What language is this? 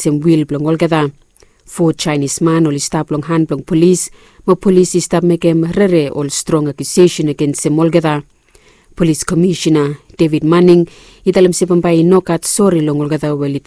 Bislama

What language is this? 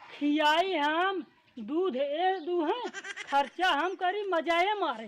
Awadhi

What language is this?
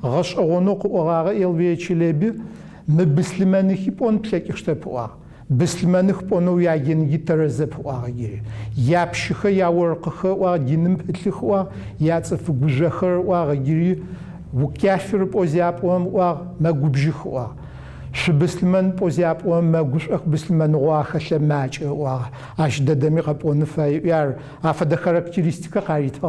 Adyghe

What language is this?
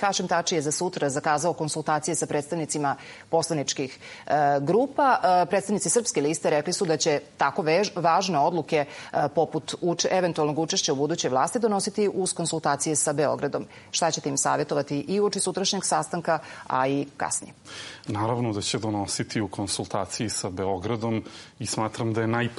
Serbian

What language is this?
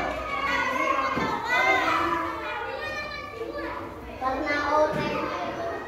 Indonesian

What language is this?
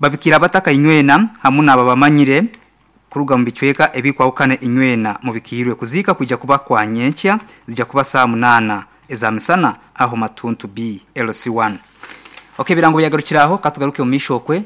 Nyankole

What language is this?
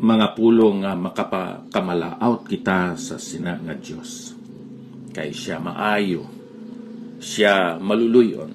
Hiligaynon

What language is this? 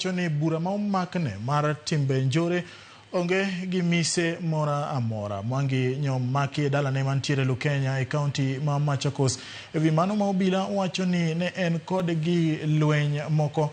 Luo (Kenya and Tanzania)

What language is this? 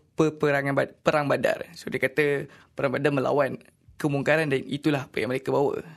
Malay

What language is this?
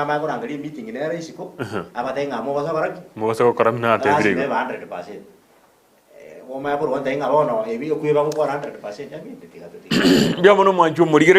Gusii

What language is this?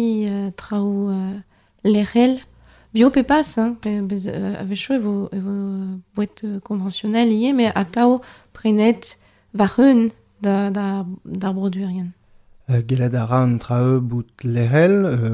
Breton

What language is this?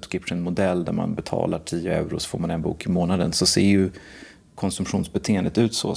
Swedish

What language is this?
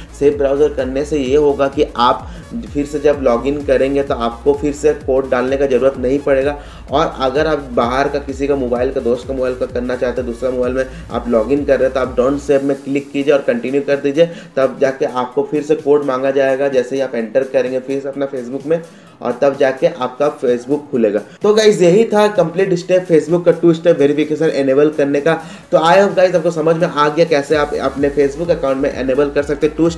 Hindi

